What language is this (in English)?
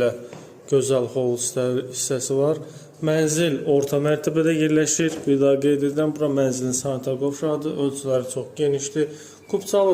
Azerbaijani